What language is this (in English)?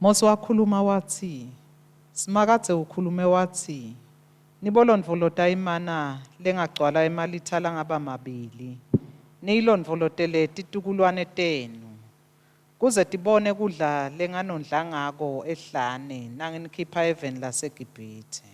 Swati